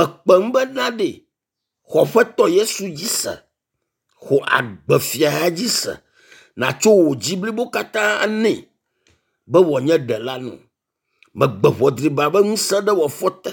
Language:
Ewe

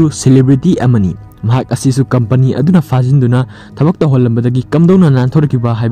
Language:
Manipuri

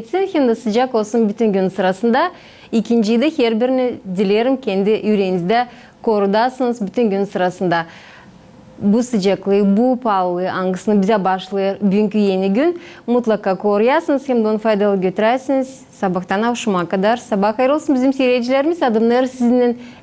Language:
Gagauz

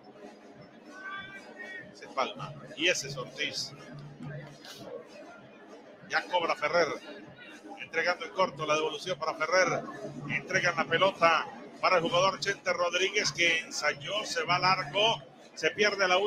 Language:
Spanish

